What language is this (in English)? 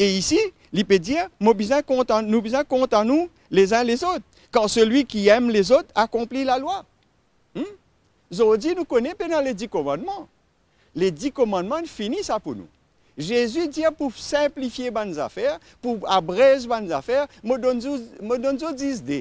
Morisyen